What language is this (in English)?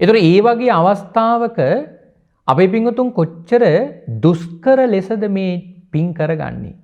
Sinhala